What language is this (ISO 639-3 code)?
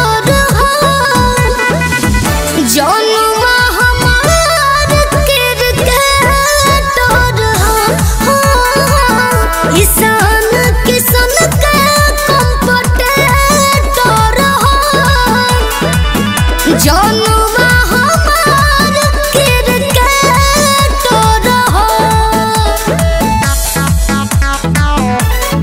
bho